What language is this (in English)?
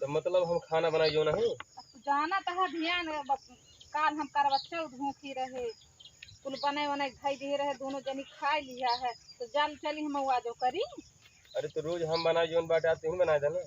Awadhi